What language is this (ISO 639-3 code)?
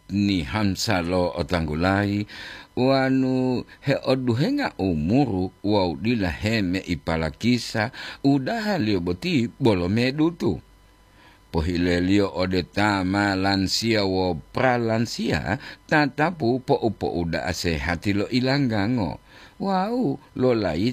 gor